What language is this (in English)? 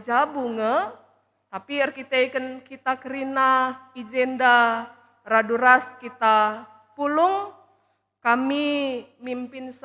Batak Karo